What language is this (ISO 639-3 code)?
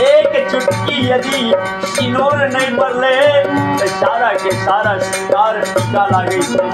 mai